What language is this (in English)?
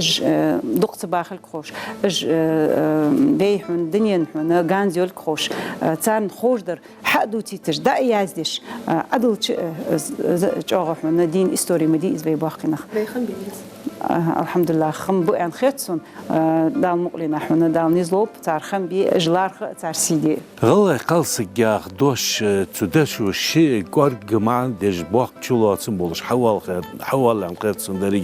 Ingush